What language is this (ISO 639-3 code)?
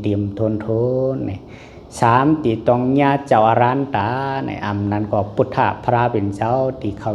shn